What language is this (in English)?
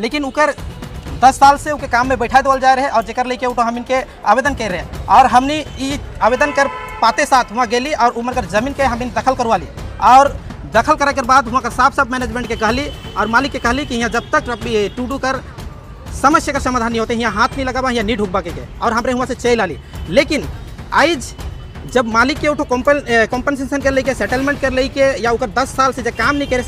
Sadri